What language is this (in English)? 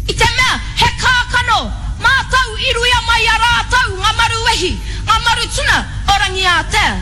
Māori